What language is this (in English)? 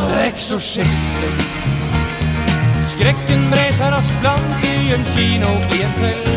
Norwegian